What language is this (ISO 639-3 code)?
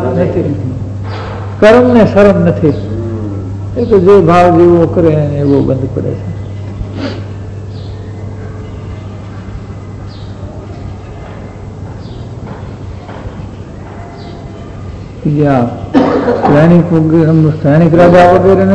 guj